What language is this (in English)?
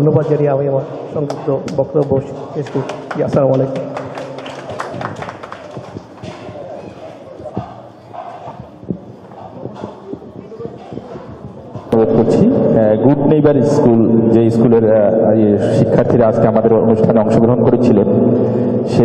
Bangla